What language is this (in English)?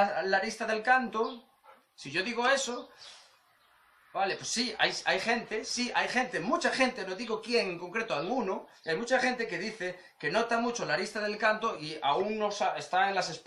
Spanish